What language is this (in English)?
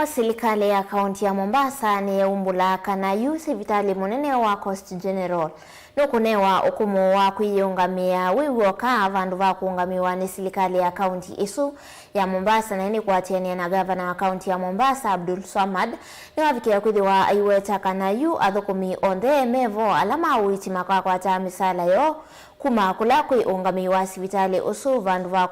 Kamba